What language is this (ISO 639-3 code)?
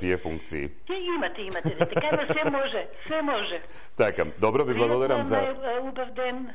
mkd